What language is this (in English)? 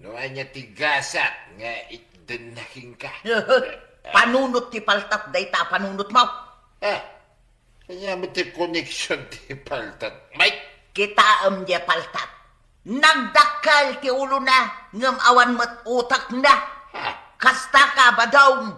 Iloko